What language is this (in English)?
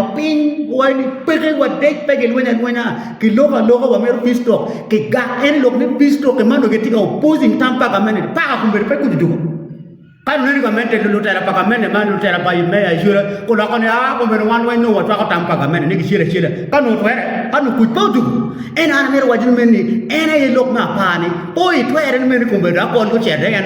Acoli